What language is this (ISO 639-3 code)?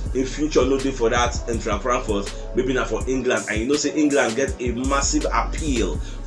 pcm